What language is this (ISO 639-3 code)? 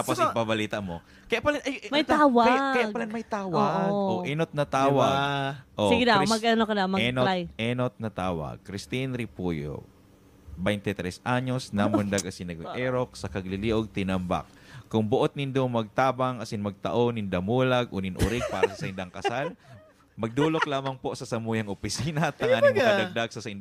bik